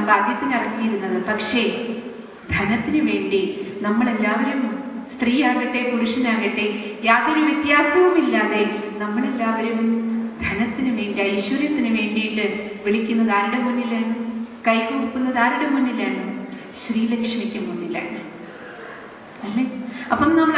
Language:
Malayalam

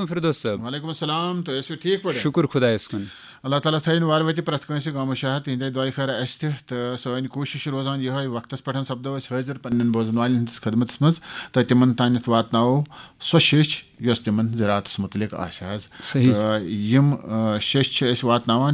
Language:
Kashmiri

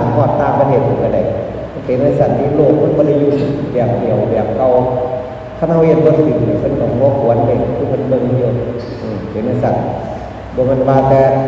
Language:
Northeastern Thai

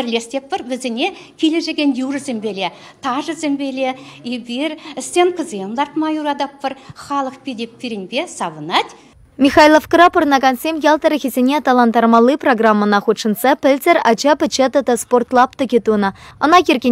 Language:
Chuvash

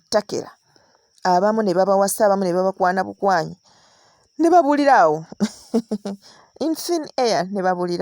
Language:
Ganda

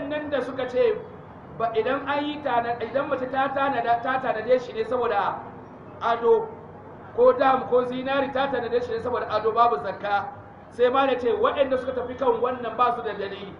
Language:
Hausa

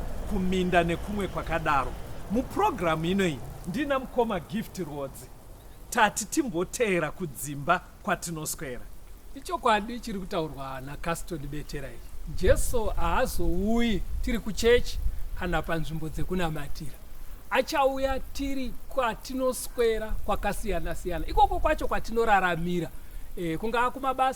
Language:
Shona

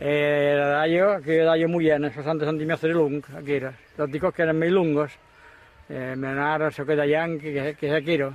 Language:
Occitan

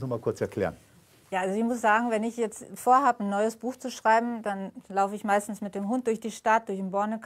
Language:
German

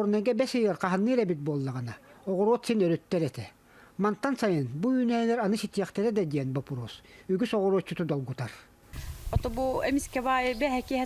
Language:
Yakut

